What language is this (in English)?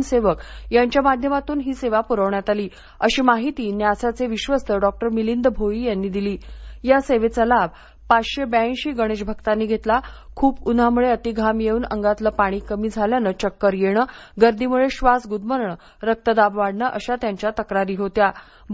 Marathi